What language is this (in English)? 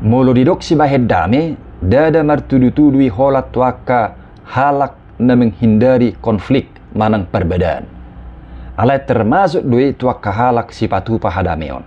Batak Toba